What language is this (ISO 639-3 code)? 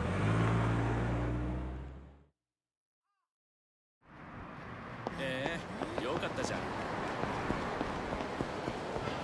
jpn